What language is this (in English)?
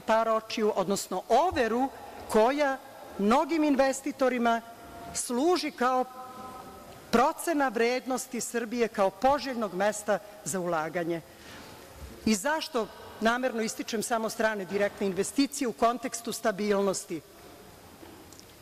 Serbian